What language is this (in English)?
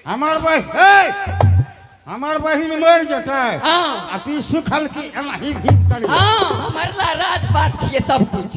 Angika